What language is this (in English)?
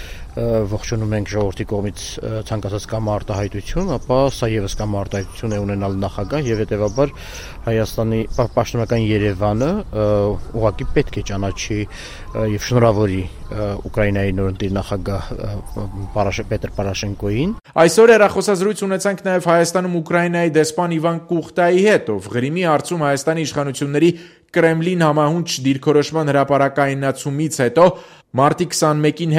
Armenian